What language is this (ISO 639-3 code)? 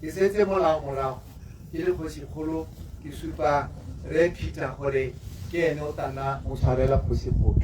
tsn